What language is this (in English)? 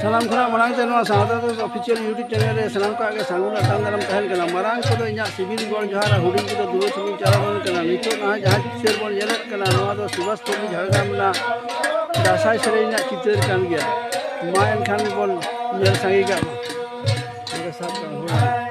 Santali